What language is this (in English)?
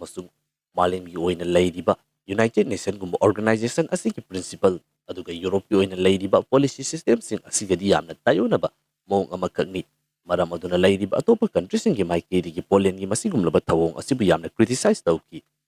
Manipuri